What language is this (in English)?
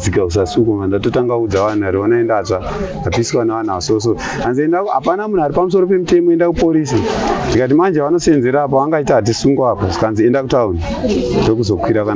Shona